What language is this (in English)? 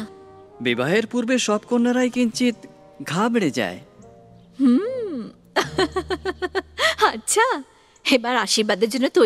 Bangla